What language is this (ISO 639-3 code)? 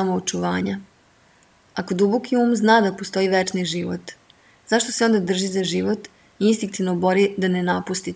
srp